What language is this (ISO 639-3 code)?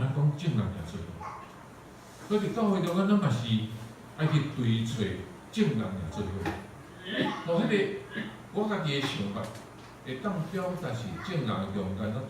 nan